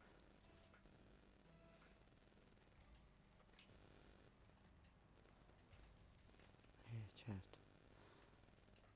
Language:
Italian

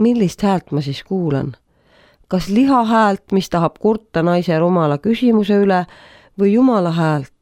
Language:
Estonian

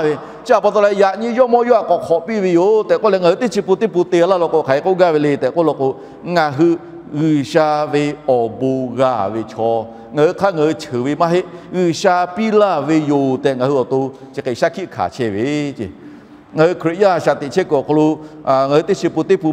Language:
Lahu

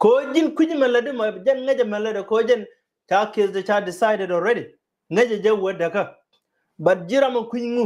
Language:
Nuer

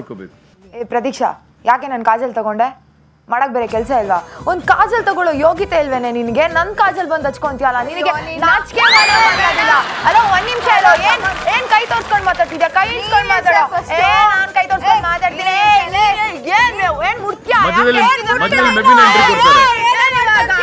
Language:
Kannada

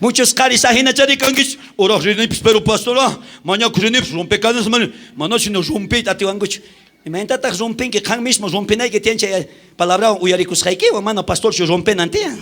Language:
South Bolivian Quechua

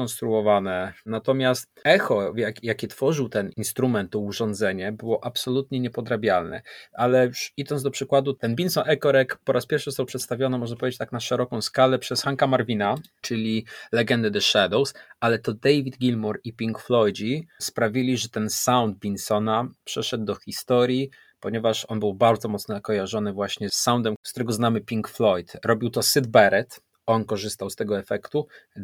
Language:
Polish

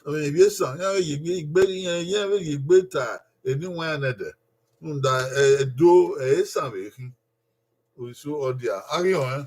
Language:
Bini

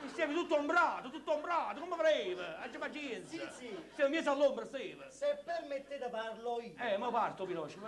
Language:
Neapolitan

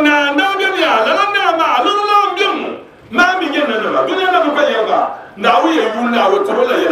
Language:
Dagbani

